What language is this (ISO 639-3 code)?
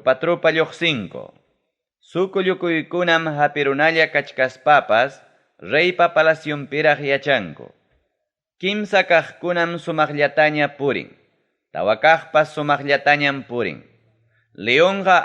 quy